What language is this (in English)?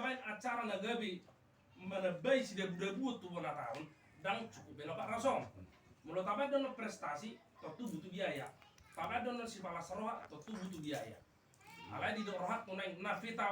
Batak Toba